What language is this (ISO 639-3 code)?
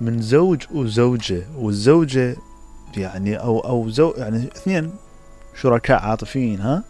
acm